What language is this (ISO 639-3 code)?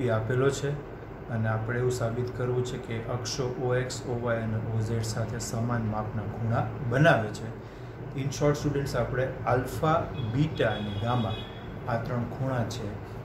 guj